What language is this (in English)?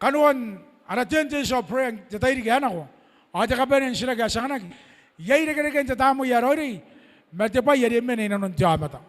Gilbertese